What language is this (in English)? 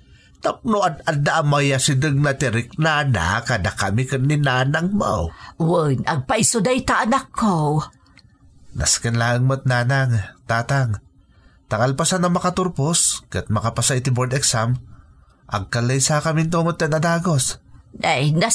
Iloko